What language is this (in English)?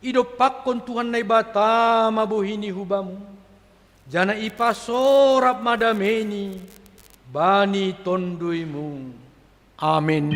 Batak Simalungun